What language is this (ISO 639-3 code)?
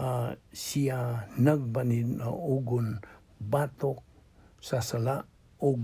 ceb